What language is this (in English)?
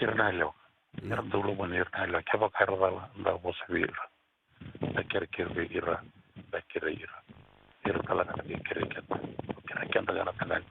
Fijian